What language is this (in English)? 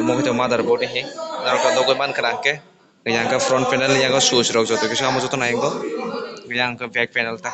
Kok Borok